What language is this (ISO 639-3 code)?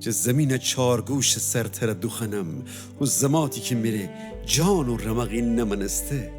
glk